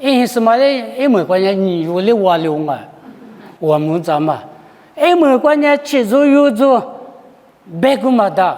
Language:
Lisu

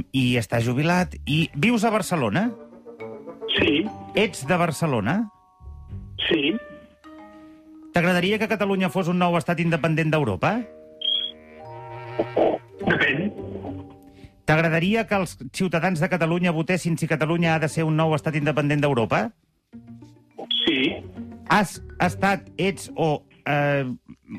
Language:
Catalan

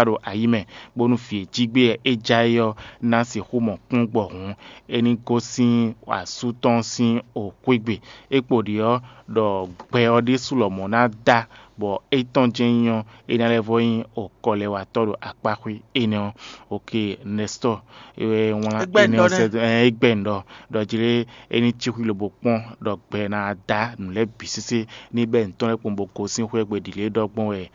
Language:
Fon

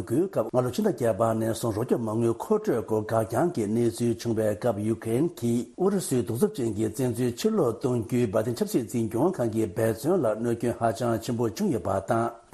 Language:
Tibetan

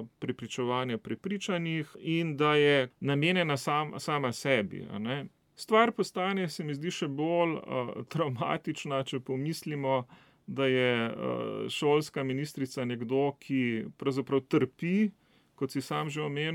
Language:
Slovenian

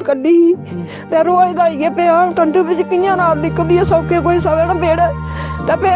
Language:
Dogri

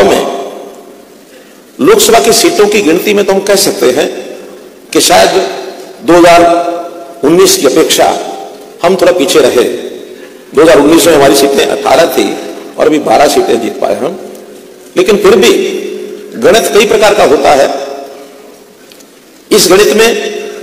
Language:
Hindi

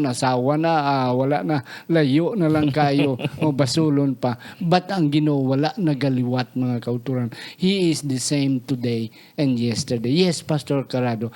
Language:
Hiligaynon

